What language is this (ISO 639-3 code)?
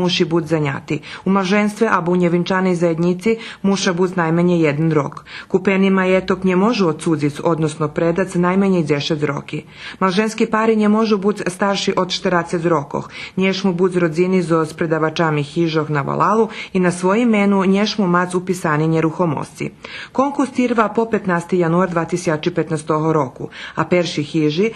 rue